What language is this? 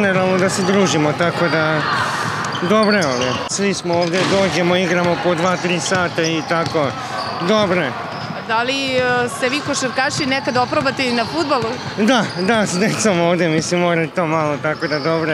Serbian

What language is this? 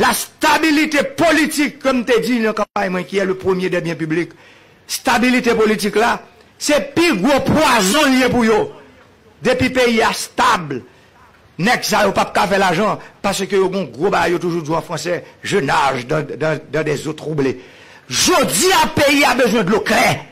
Haitian Creole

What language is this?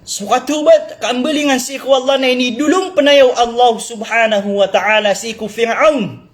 Maranao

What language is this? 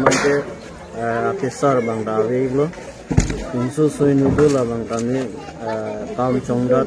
Karbi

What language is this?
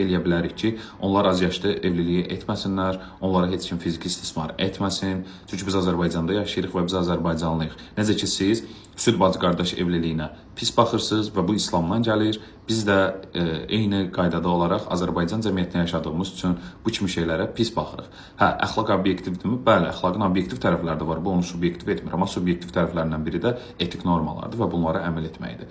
Azerbaijani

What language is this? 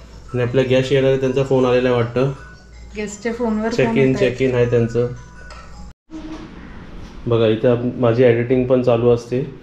Marathi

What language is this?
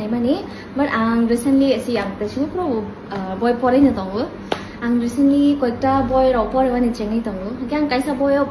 Kok Borok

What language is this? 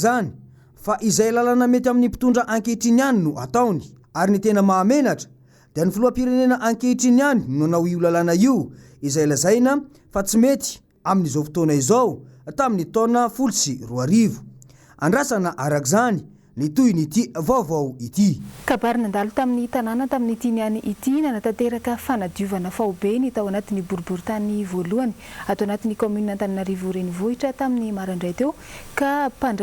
Malagasy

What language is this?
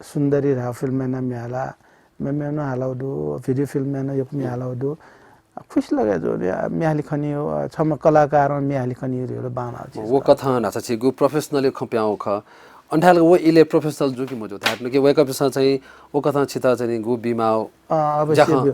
Newari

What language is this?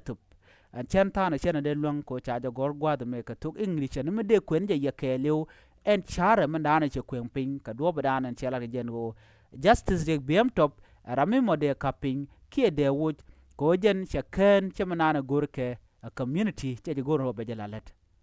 Nuer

